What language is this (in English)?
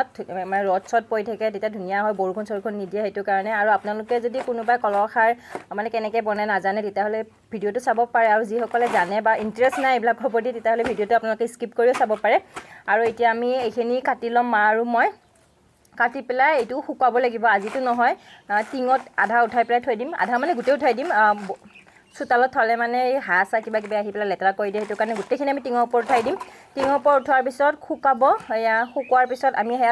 Assamese